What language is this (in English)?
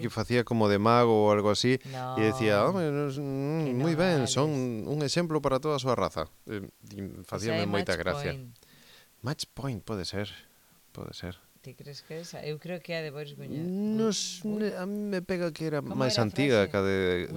Galician